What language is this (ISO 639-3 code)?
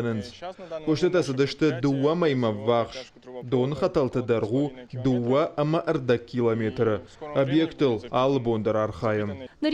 oss